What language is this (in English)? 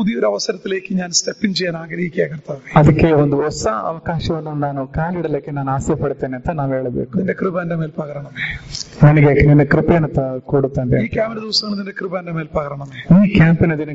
Malayalam